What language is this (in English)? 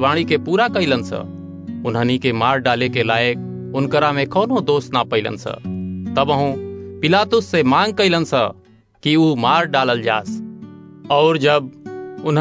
Bhojpuri